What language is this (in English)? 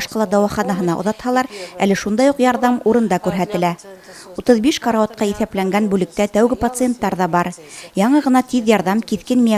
Bashkir